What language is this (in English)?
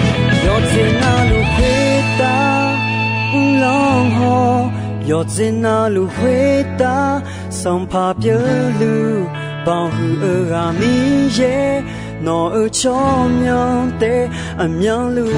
Akha